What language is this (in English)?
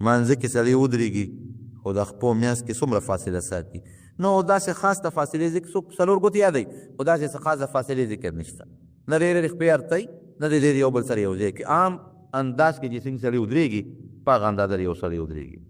Pashto